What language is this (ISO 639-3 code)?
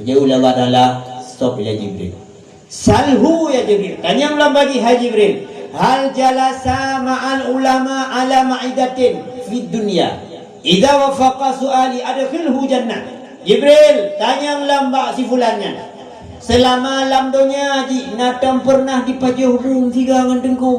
ace